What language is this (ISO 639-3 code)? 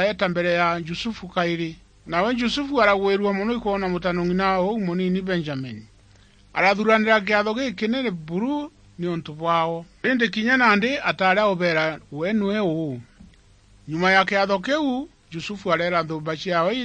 mer